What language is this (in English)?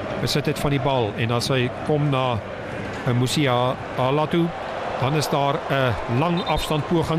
Afrikaans